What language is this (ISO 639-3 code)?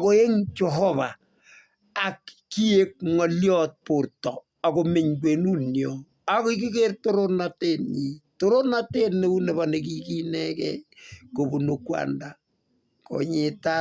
kln